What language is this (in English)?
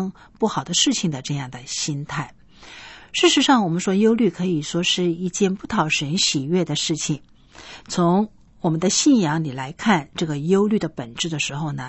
Chinese